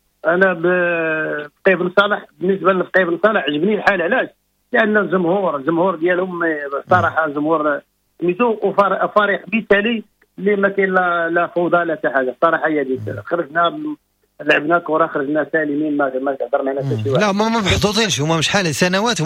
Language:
Moroccan Arabic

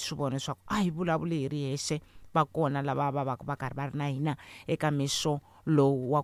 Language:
Tsonga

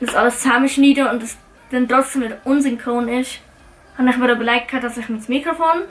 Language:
Swiss German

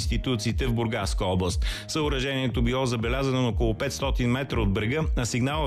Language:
Bulgarian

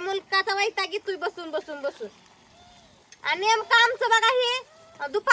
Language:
Marathi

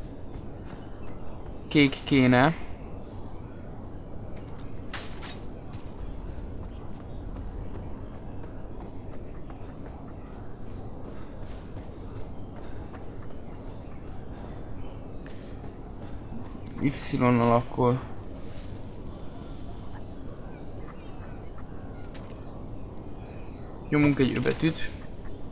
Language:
Hungarian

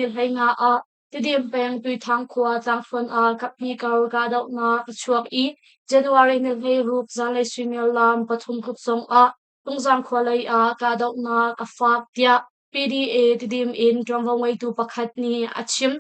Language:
Hakha Chin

